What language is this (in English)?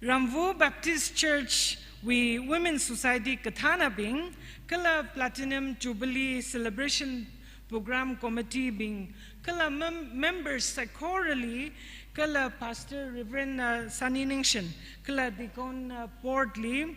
Tangkhul Naga (India)